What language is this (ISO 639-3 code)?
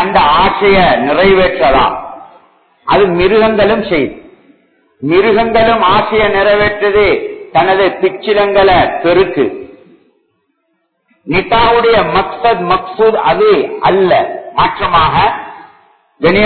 tam